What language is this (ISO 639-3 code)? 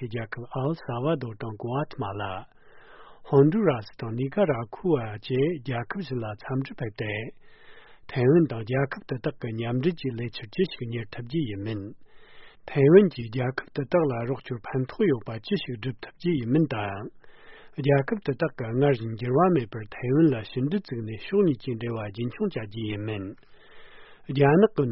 bod